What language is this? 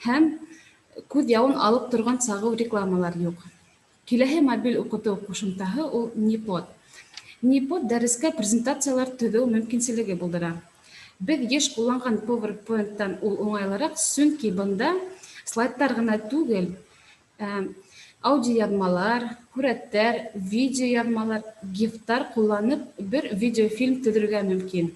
Bashkir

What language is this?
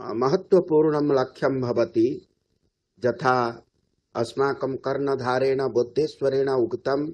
Sanskrit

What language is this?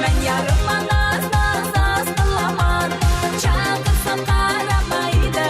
Kara-Kalpak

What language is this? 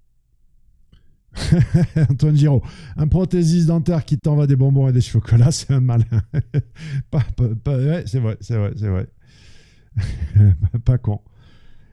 French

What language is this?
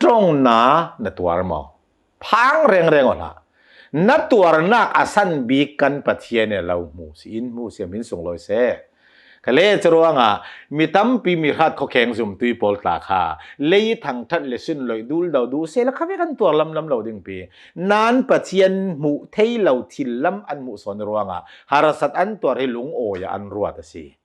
Hakha Chin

